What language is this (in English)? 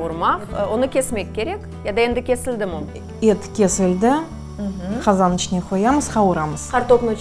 Crimean Tatar